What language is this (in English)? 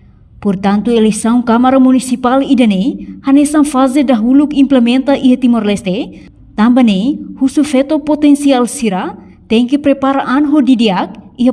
Tetum